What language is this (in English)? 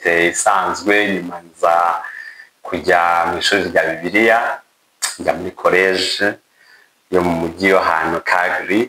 Kinyarwanda